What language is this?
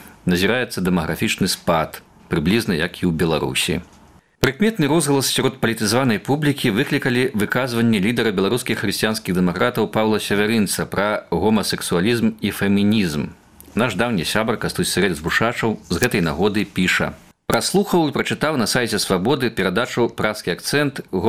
Belarusian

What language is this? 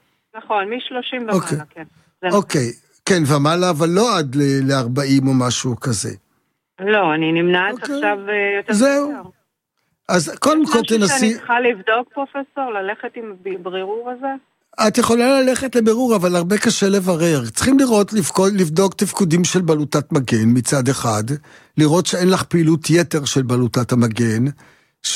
Hebrew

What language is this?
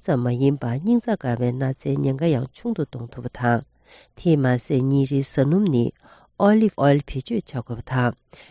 Tibetan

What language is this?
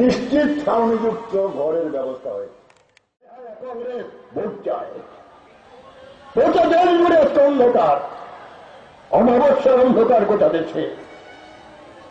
Bangla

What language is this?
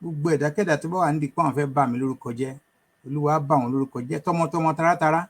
Yoruba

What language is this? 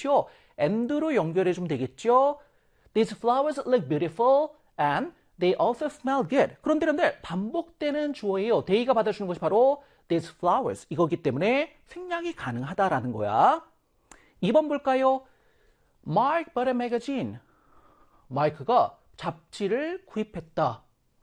Korean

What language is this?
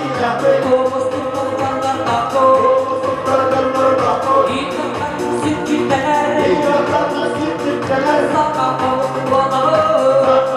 Yakut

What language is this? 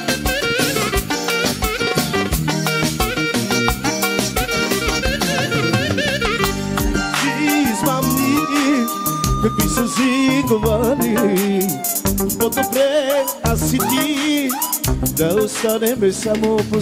Bulgarian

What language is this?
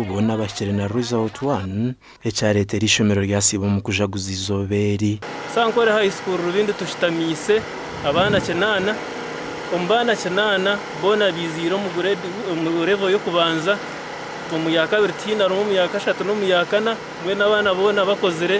Nyankole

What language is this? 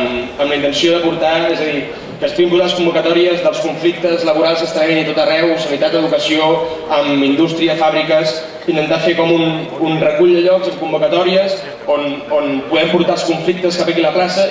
Catalan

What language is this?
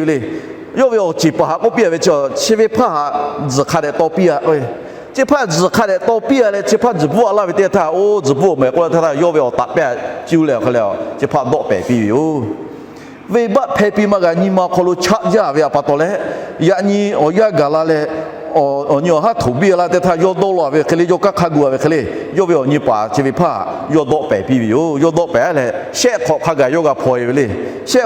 Lahu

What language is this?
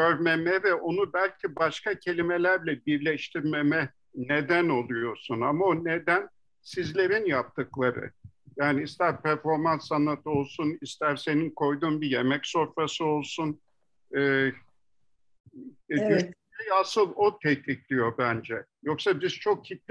Turkish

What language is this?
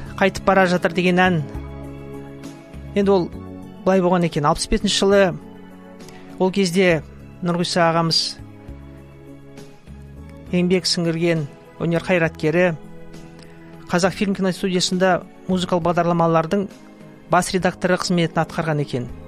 Kazakh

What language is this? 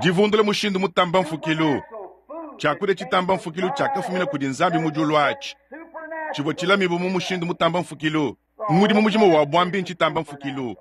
Luba-Lulua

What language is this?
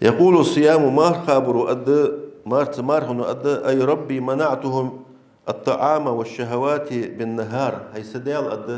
Ingush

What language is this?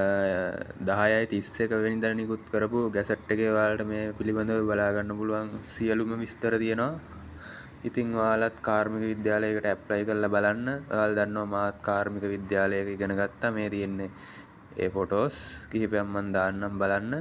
Sinhala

